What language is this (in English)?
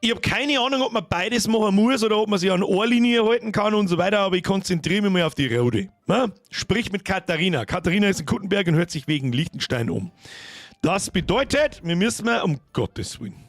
Bavarian